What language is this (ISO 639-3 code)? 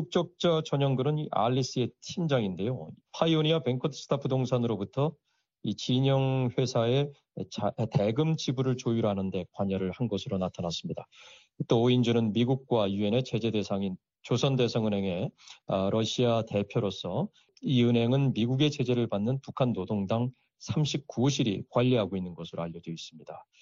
kor